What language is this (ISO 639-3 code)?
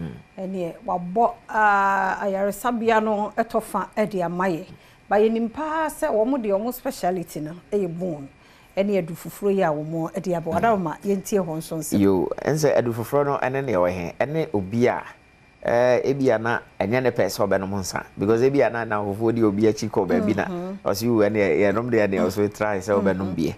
aka